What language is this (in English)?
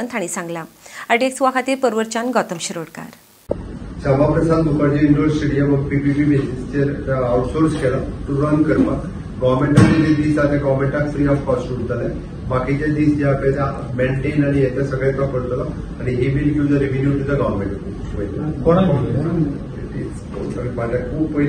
Konkani